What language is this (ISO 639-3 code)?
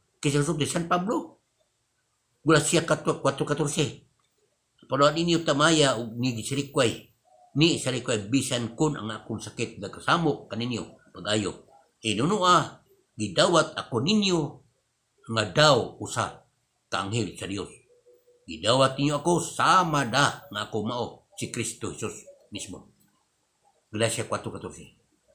ceb